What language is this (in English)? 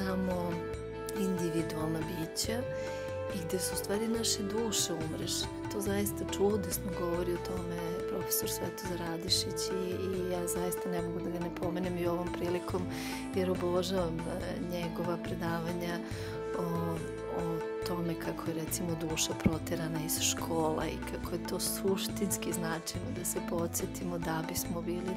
Serbian